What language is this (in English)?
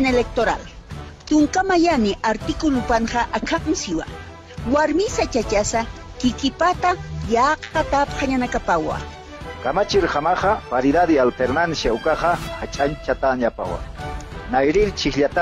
Aymara